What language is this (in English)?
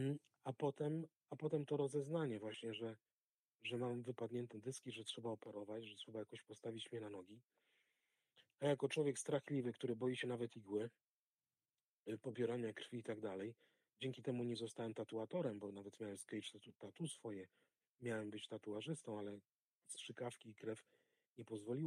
Polish